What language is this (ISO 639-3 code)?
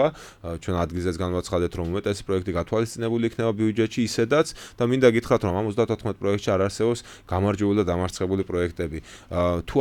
kat